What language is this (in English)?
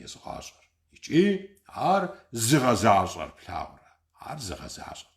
Kabardian